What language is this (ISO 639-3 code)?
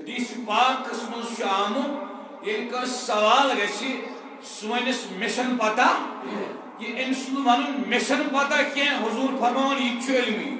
kas